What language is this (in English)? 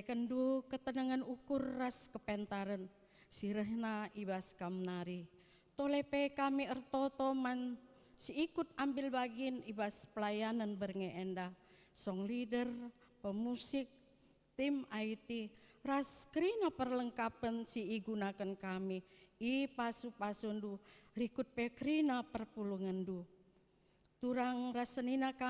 Batak Karo